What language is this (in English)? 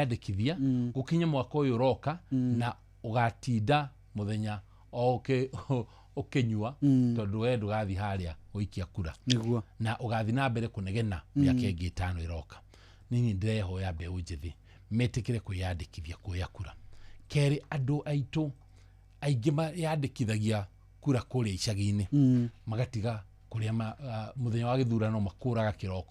Kikuyu